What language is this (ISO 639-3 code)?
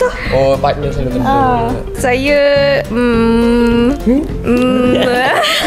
msa